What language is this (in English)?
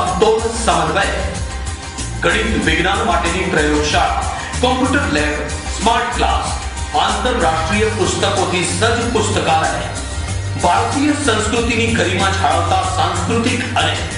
Gujarati